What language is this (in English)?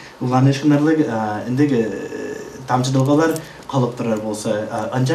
Tuvinian